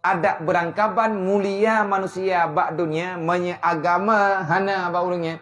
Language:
Achinese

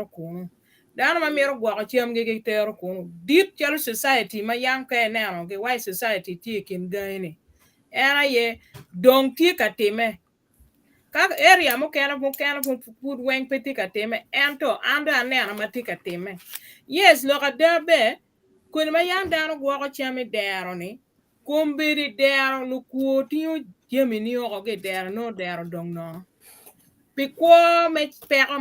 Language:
Acoli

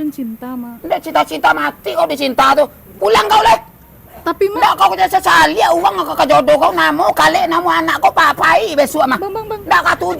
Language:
Minangkabau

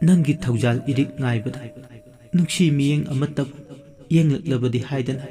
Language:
Manipuri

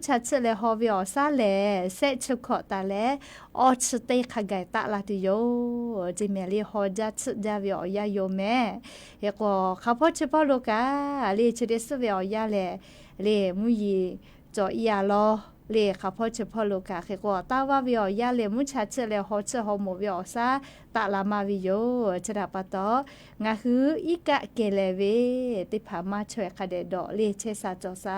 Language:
Lahu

